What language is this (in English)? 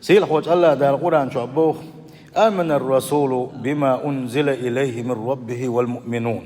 Chechen